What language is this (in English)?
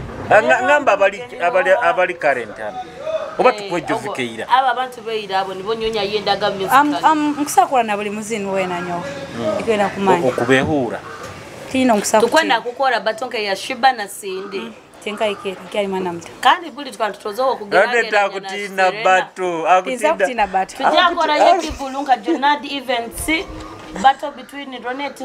Nyoro